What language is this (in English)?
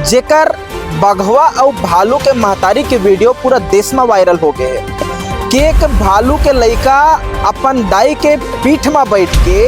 Chhattisgarhi